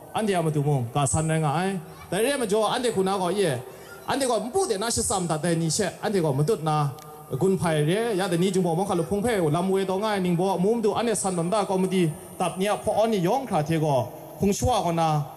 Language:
Kachin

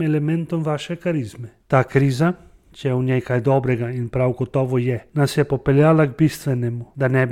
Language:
Slovenian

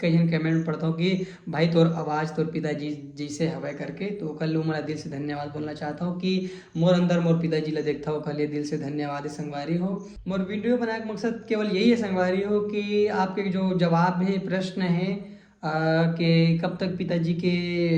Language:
Chhattisgarhi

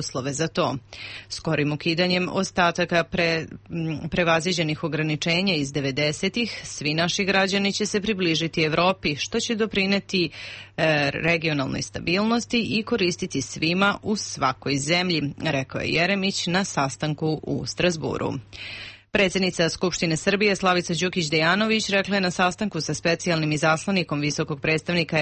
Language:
Serbian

